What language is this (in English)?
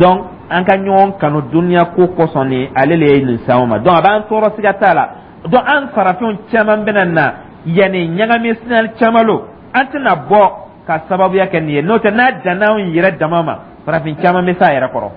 Dyula